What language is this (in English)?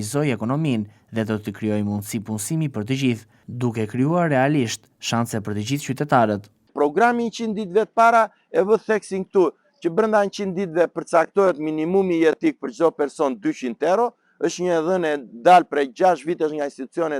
Albanian